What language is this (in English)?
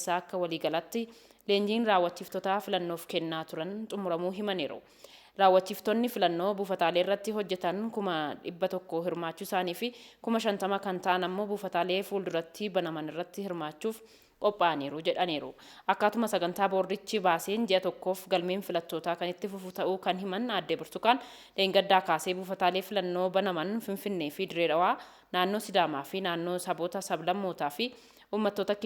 Oromo